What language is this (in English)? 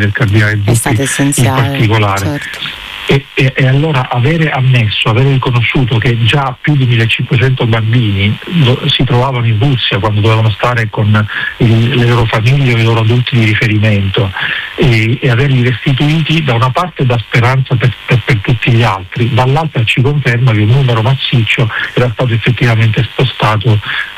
Italian